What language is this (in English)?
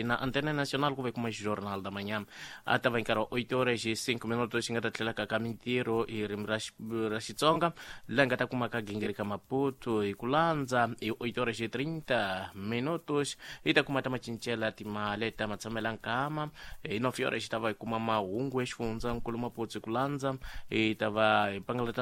Tsonga